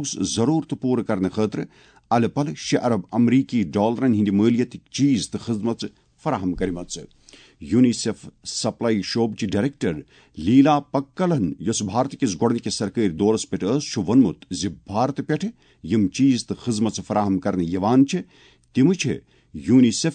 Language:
Kashmiri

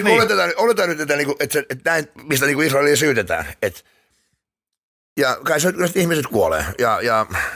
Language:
Finnish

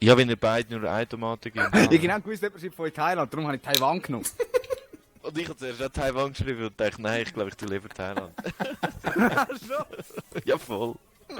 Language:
Swiss German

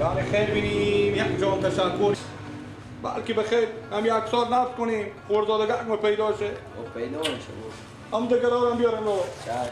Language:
Persian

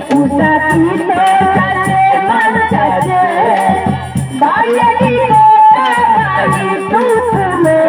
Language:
Minangkabau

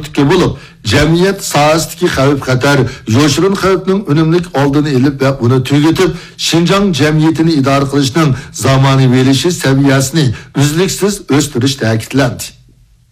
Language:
Uyghur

